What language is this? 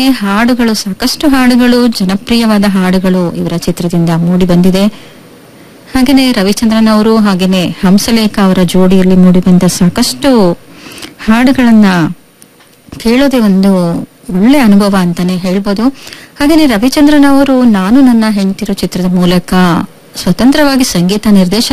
Kannada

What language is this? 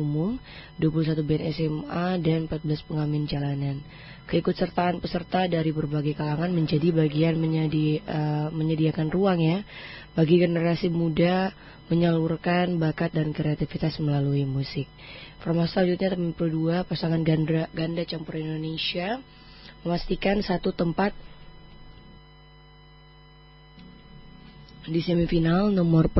Indonesian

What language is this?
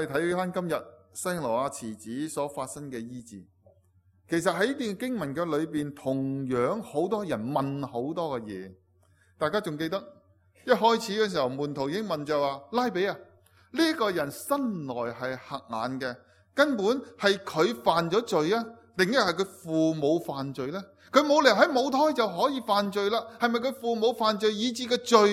Cantonese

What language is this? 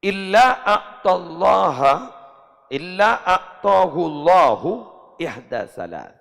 Madurese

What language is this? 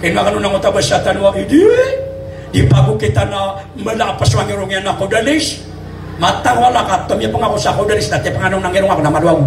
Maranao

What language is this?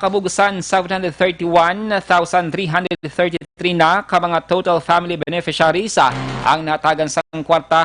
Hiligaynon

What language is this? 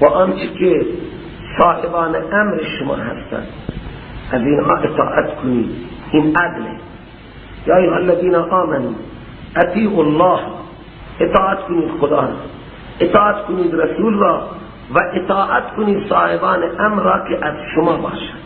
Persian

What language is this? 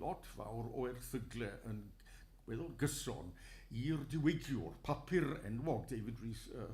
Welsh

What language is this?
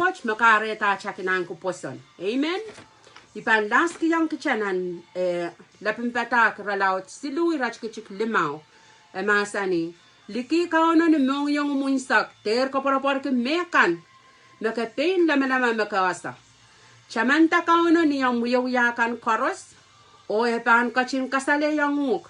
Pohnpeian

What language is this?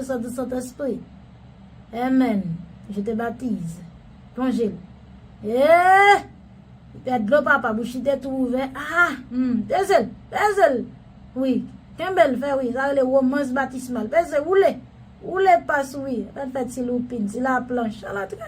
Haitian Creole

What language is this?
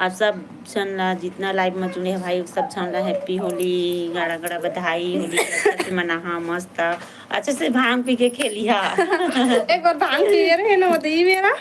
Chhattisgarhi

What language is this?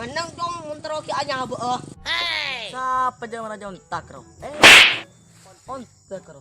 Madurese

